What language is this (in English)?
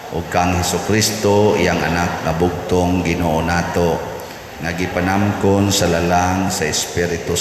Cebuano